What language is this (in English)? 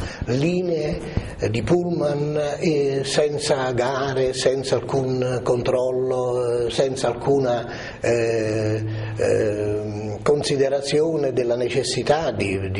Italian